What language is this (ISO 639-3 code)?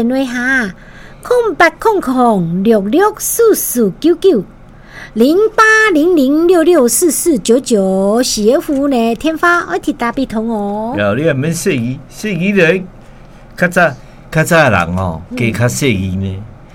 nan